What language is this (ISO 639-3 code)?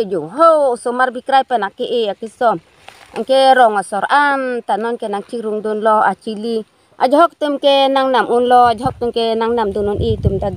mjw